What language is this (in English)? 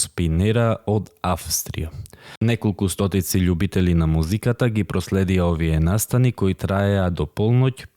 Macedonian